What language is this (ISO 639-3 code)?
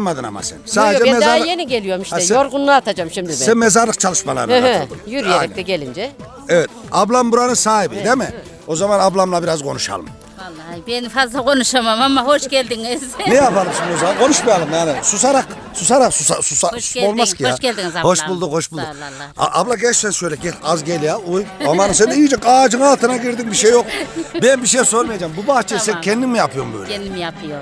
tur